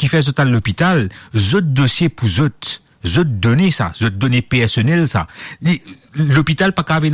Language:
Morisyen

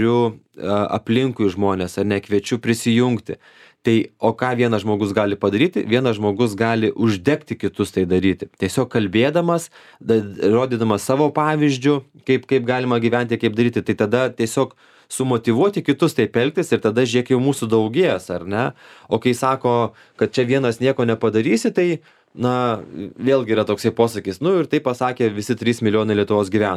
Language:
Lithuanian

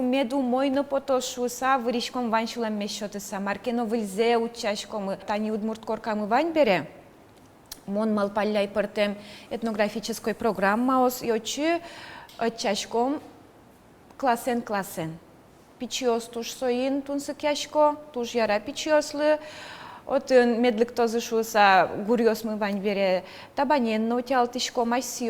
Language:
Udmurt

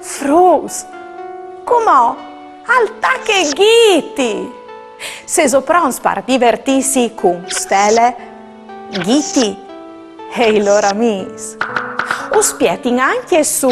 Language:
Friulian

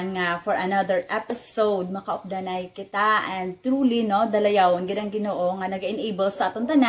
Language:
Hiligaynon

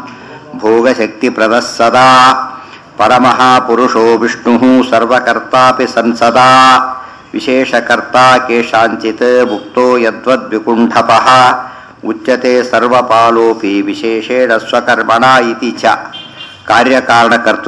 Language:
Kannada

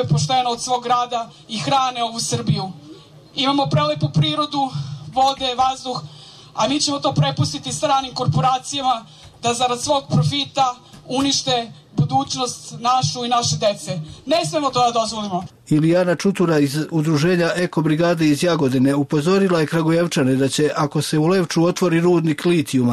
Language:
Serbian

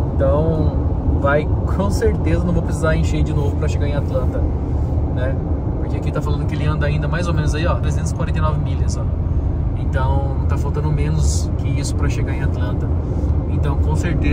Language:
Portuguese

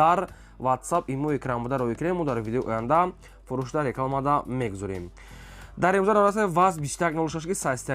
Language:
Tajik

